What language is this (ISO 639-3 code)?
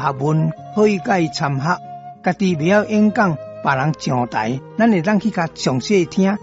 nan